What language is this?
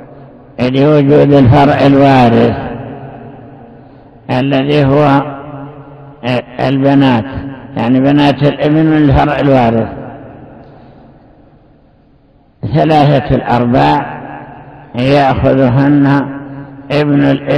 Arabic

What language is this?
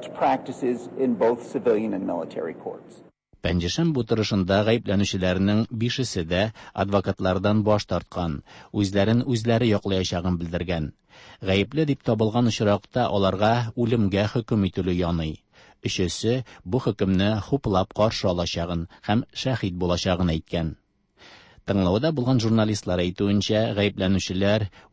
Tatar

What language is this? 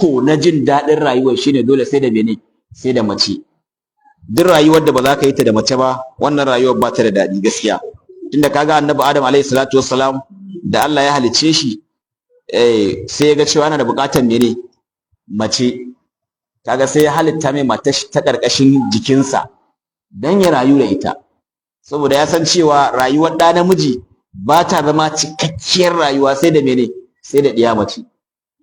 Hausa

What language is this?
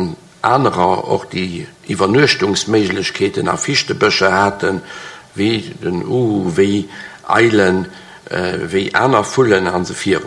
Luxembourgish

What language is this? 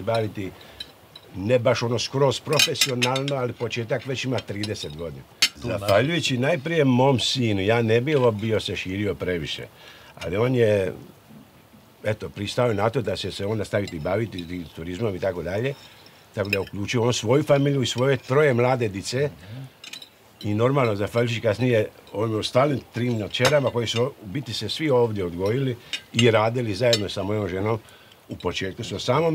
Croatian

